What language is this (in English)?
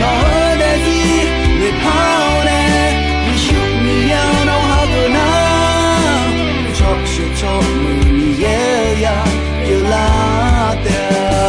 Akha